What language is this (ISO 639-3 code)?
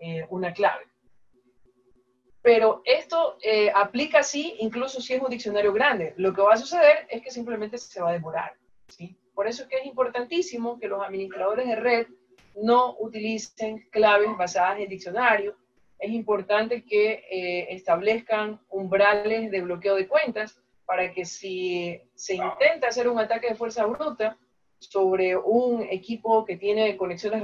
spa